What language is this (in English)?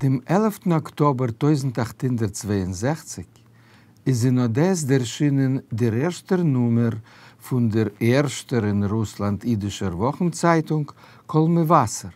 Yiddish